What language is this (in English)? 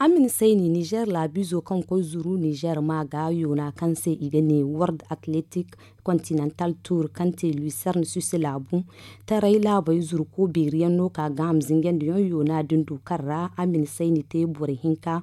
Zarma